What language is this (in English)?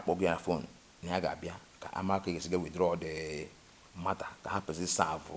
Igbo